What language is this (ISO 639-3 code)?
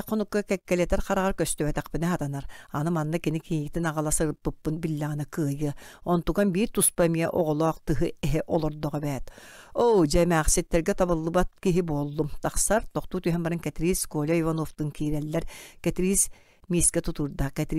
sah